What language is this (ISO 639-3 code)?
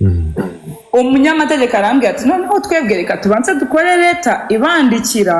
kin